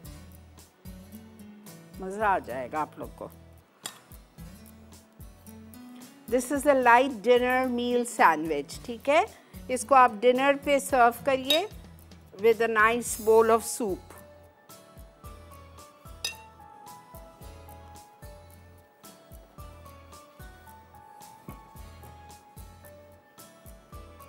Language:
Hindi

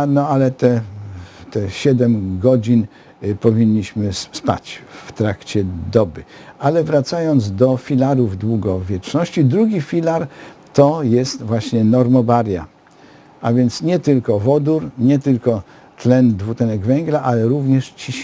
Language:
Polish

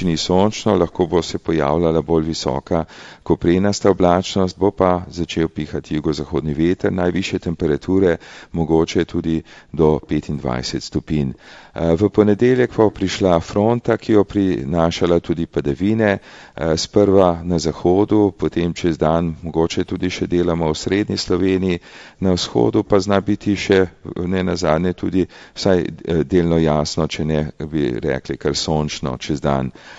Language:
Slovenian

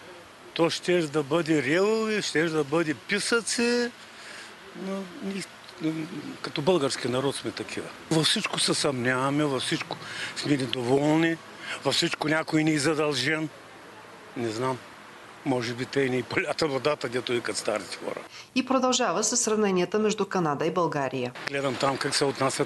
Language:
Bulgarian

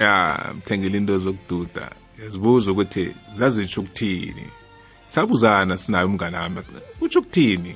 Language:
South Ndebele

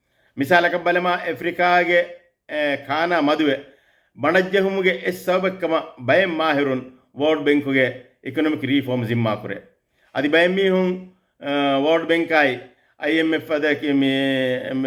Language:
Divehi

